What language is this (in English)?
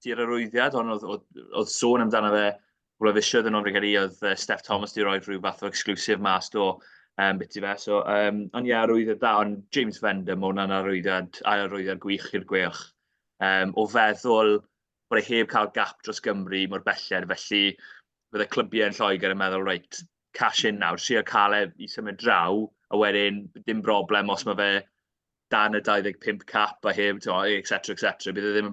Welsh